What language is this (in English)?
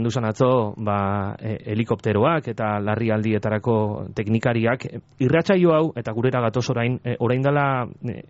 Basque